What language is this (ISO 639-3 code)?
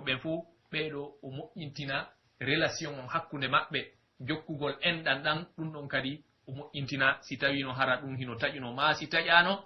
fuf